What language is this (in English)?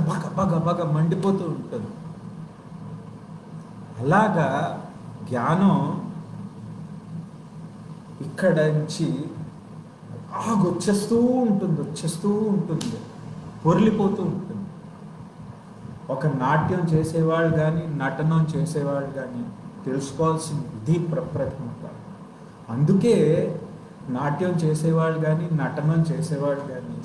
Telugu